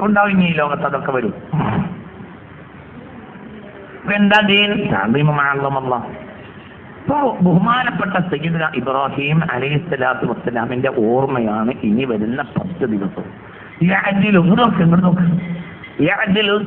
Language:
Malayalam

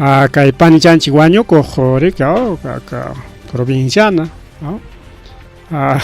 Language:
Ayacucho Quechua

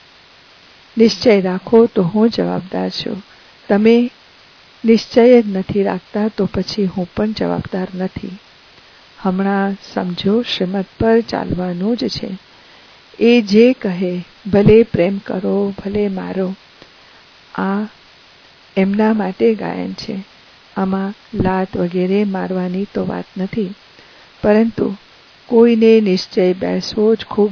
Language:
Gujarati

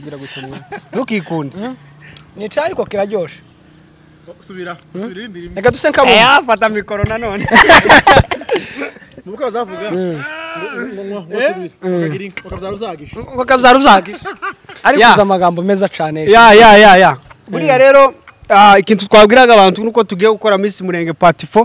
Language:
Kinyarwanda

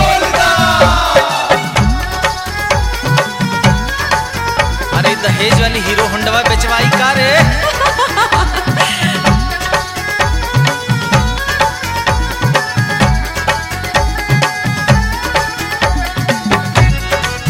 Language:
Bhojpuri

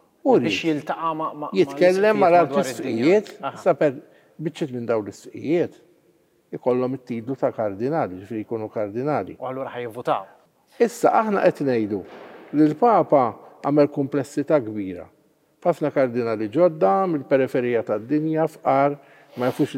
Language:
Maltese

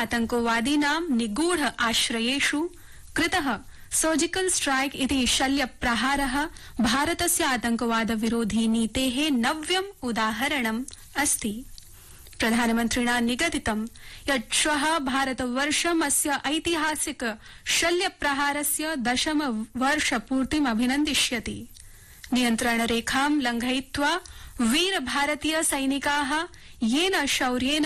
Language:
Sanskrit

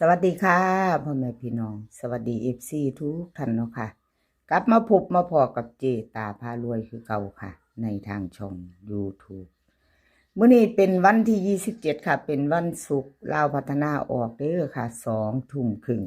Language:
Northeastern Thai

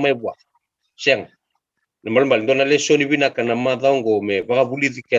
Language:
Fijian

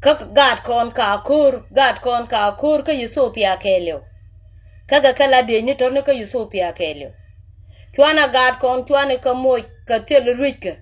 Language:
Nuer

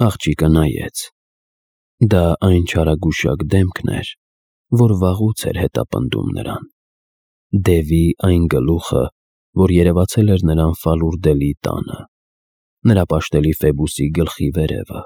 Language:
Armenian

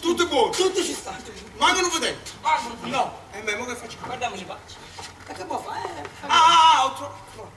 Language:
Neapolitan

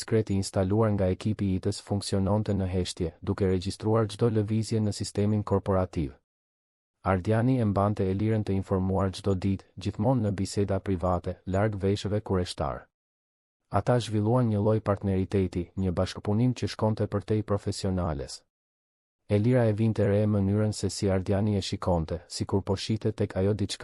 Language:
Albanian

